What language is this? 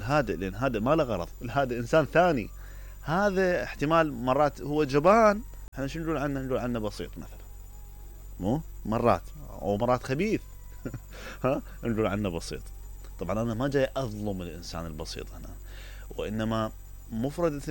Mesopotamian Arabic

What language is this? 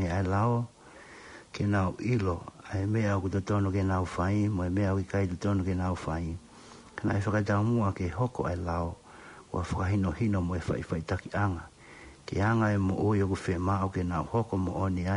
Tongan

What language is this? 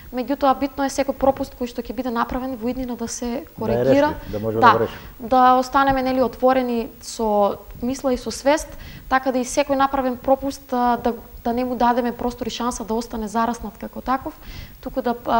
Macedonian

